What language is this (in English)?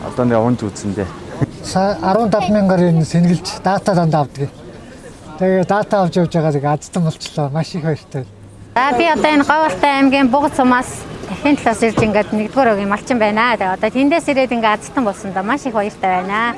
Mongolian